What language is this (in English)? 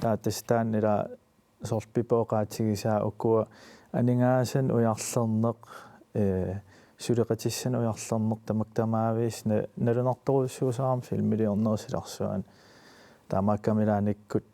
Kalaallisut